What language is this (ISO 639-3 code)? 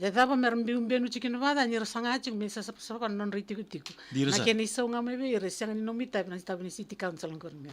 fij